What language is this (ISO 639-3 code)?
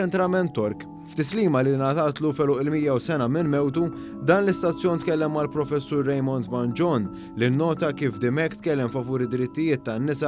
mlt